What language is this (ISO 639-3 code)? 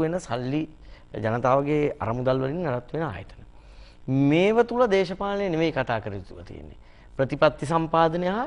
sin